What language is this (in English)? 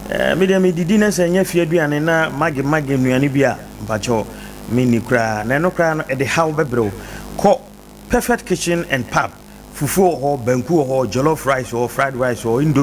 Akan